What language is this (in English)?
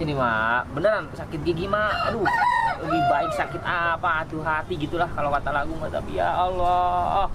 Betawi